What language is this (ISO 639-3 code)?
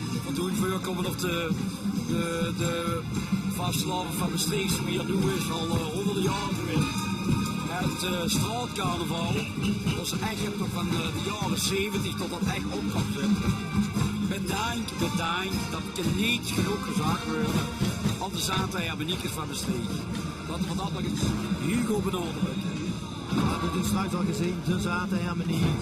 lim